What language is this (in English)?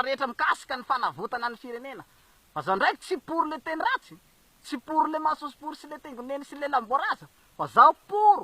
Malagasy